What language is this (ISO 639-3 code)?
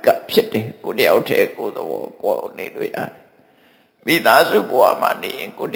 mya